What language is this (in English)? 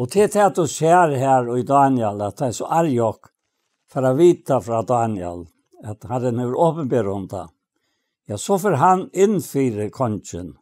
Faroese